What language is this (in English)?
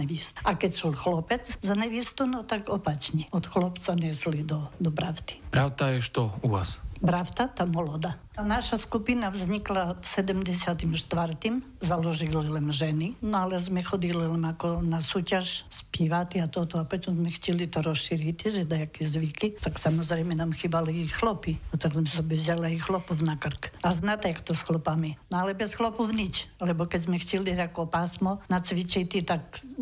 Rusyn